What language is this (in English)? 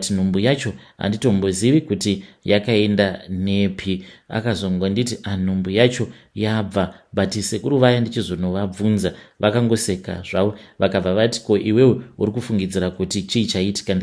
Shona